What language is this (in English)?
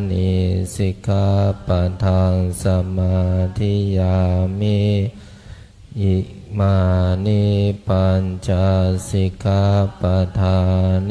Pali